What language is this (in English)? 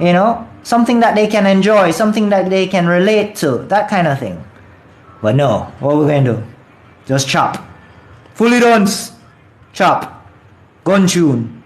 Jamaican Creole English